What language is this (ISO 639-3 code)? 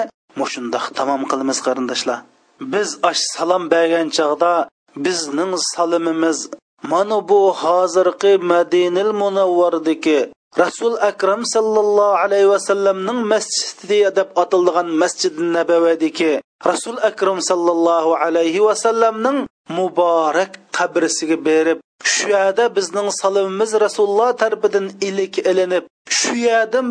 uig